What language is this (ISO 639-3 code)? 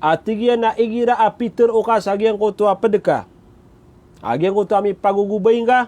mrw